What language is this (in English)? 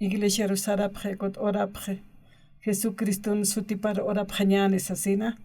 Aymara